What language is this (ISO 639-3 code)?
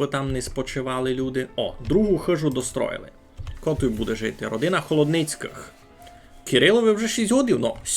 rue